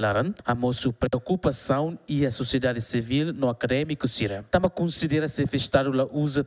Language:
Tetum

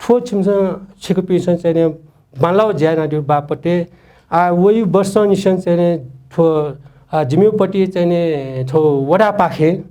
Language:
Newari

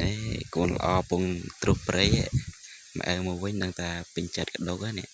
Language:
Khmer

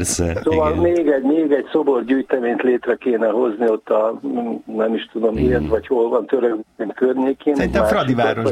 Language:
Hungarian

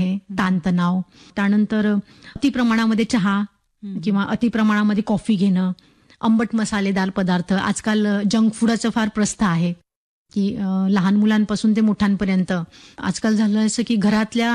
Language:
Marathi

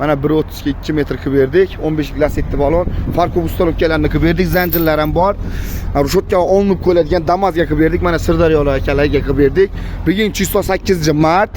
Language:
Uzbek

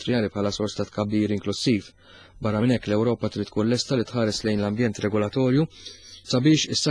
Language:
Maltese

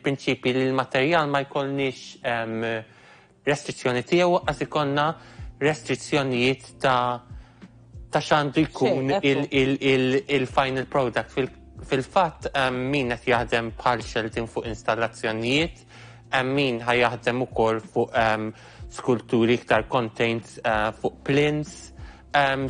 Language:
Maltese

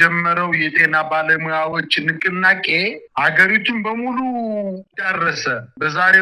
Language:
Amharic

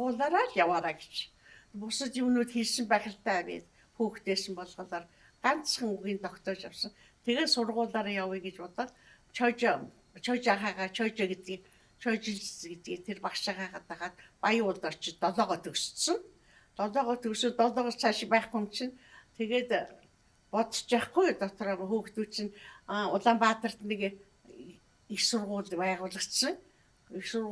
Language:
Mongolian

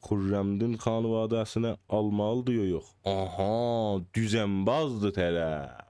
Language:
South Azerbaijani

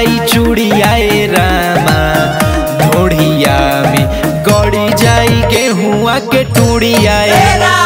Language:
Bhojpuri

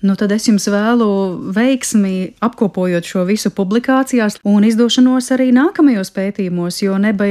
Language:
Latvian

